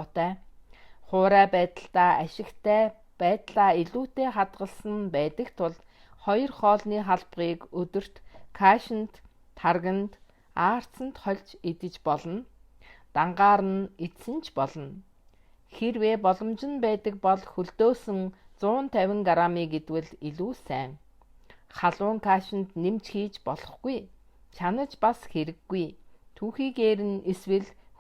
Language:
Mongolian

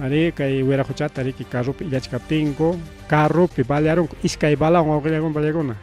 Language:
Ayacucho Quechua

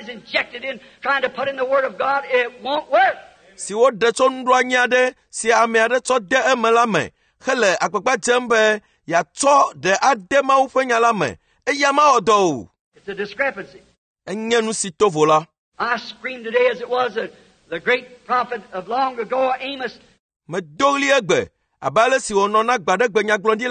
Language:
Ewe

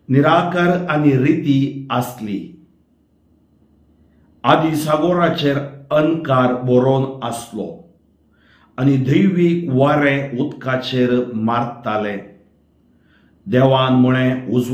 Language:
Konkani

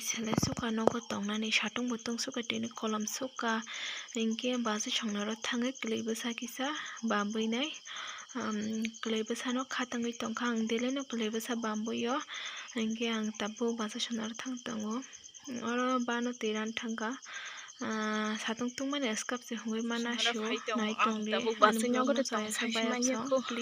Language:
Kok Borok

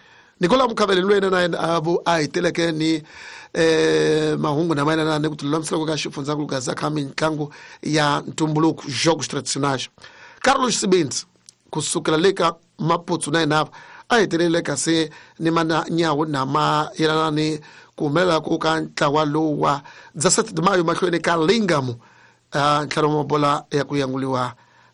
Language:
Tsonga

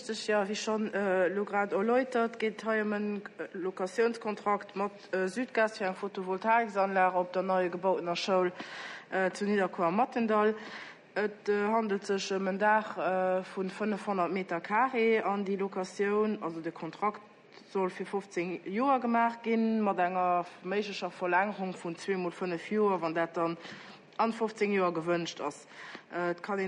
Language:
Luxembourgish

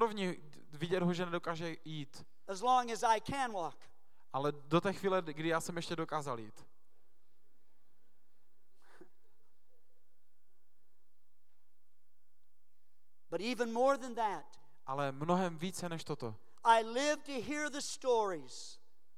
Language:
Czech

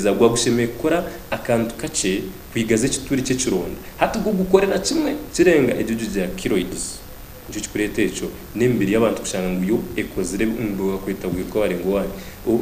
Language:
Nyankole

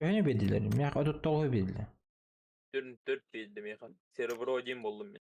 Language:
Yakut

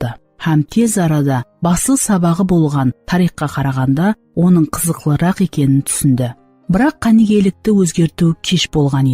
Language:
Kara-Kalpak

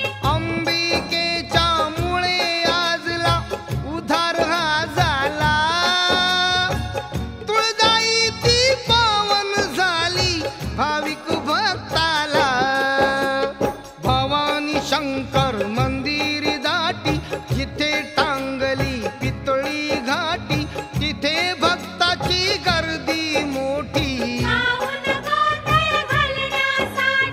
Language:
Marathi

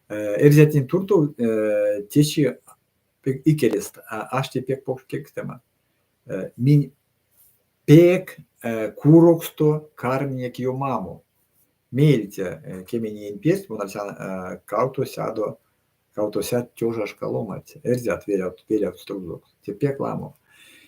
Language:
Erzya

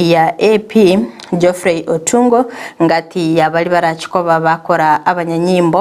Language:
Gusii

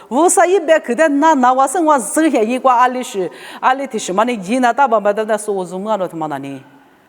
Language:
Lisu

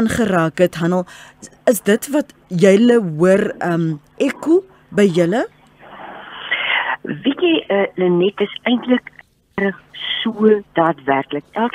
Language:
Afrikaans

